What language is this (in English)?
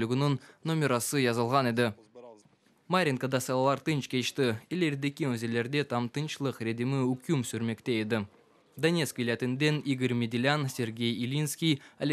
Crimean Tatar